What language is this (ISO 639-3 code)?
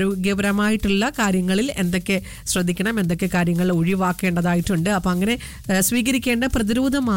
mal